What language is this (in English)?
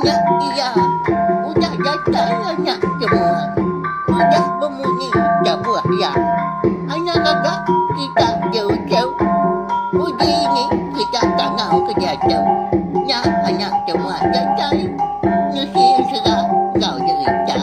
Iban